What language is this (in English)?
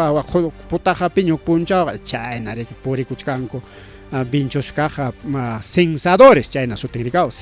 Ayacucho Quechua